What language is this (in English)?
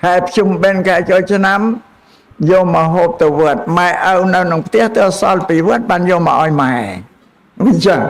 Khmer